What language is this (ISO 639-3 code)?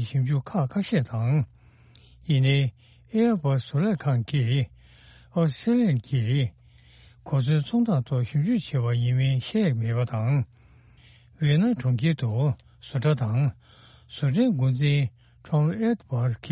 bod